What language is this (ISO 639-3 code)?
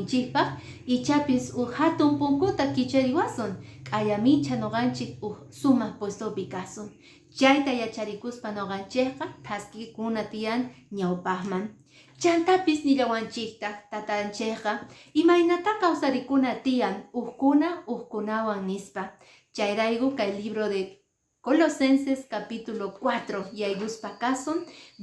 que